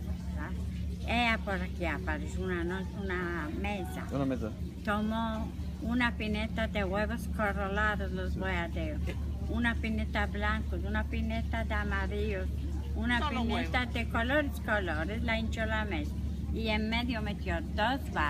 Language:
Ladino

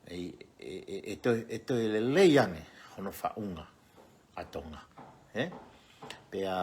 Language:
Tongan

